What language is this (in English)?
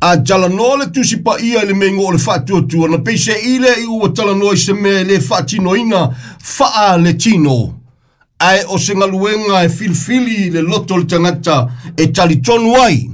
Samoan